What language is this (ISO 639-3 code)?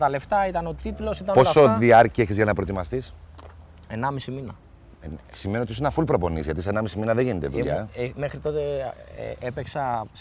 ell